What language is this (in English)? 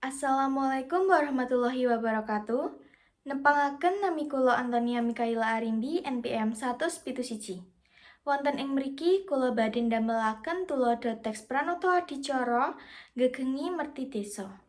Javanese